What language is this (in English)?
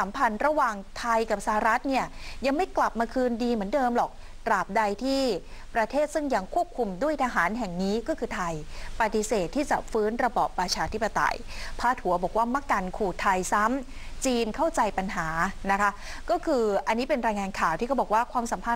Thai